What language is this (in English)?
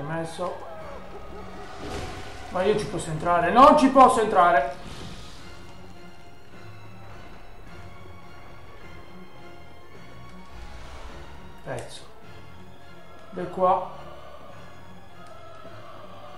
Italian